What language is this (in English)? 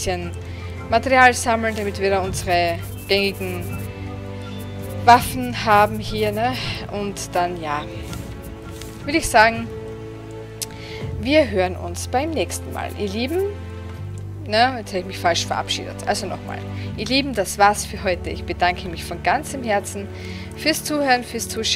German